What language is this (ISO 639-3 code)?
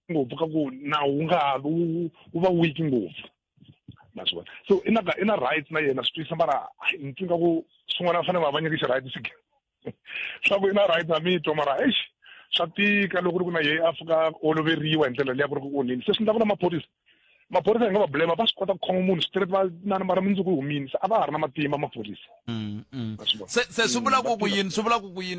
tso